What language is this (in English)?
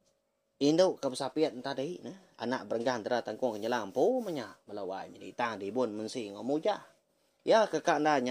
Iban